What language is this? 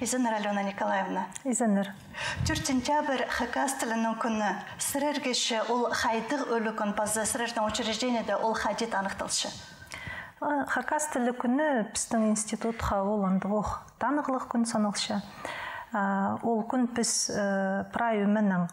Khakas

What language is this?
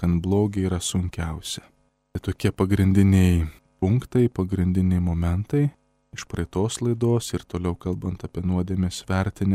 Lithuanian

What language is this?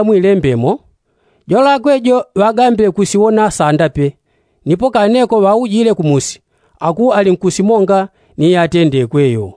Yao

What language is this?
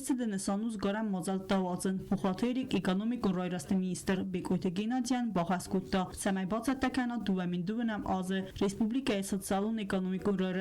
Ossetic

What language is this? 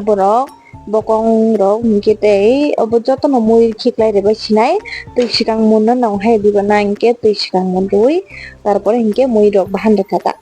Kok Borok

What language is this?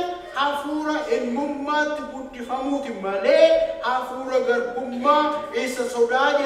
Oromo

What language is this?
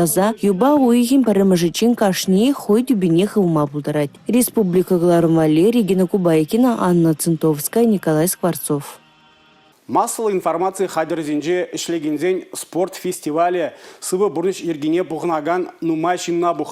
Chuvash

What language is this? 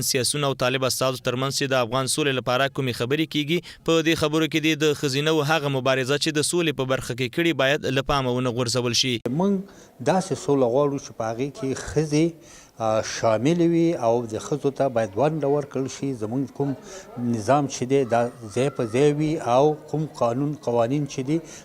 Pashto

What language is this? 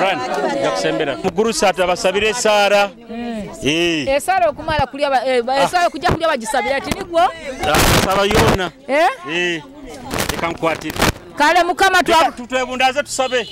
Nyoro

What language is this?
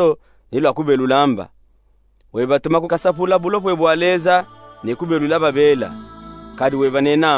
Luba-Katanga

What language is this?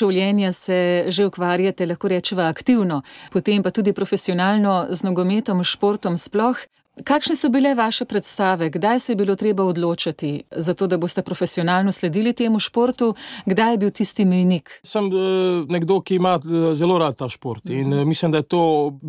Slovenian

